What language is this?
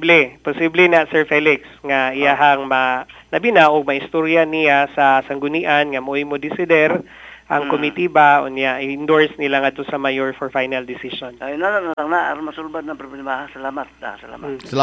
Cebuano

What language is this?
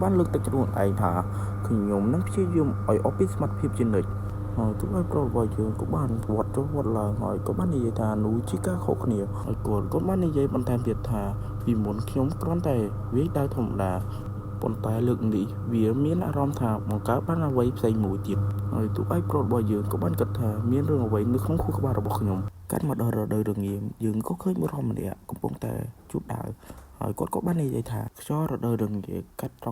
Khmer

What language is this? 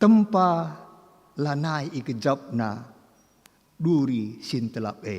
Batak Karo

